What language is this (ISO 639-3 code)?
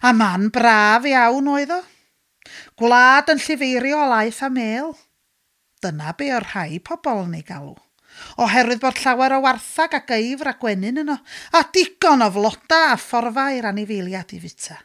cym